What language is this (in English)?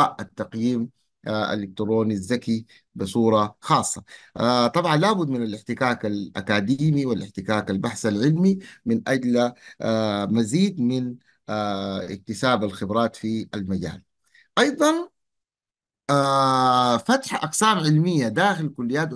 Arabic